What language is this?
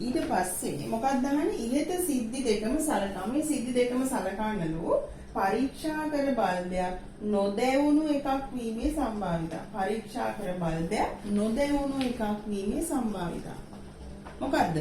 Sinhala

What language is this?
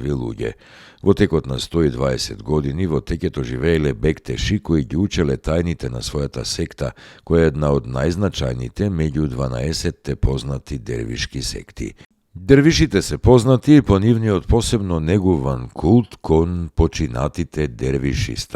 Macedonian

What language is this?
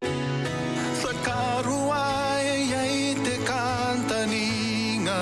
Gilbertese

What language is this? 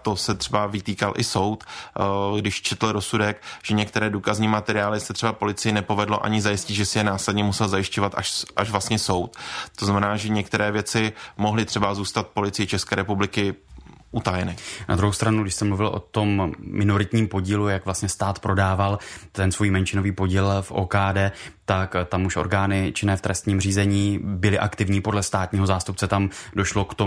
Czech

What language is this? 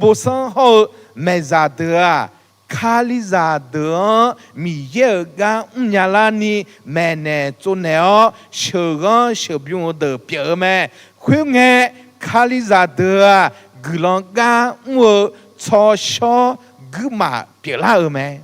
Akha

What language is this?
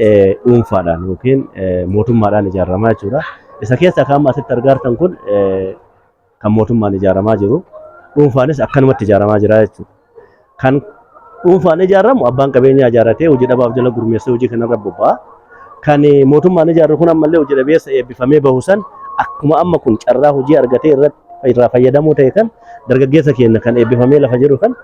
Oromo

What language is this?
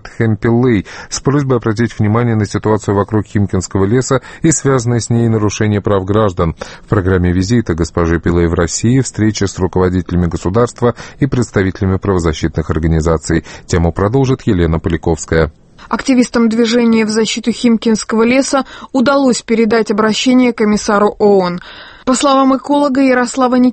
Russian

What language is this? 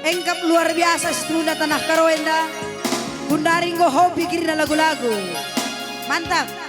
Batak Karo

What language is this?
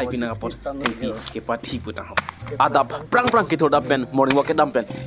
Karbi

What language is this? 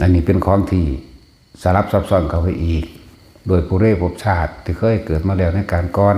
Lao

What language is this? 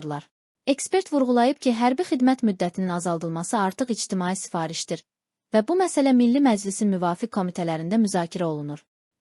Azerbaijani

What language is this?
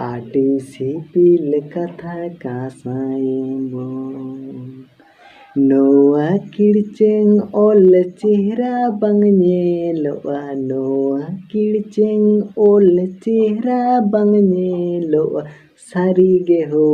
Santali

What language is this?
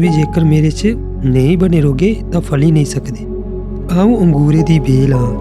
Dogri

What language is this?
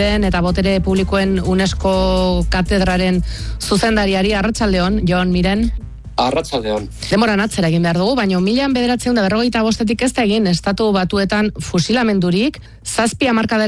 Basque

